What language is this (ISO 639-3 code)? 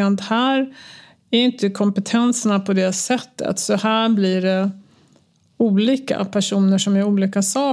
swe